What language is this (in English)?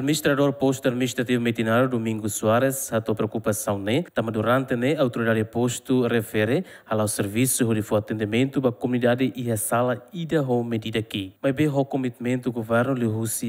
Tetum